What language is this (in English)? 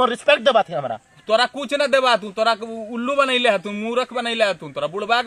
Magahi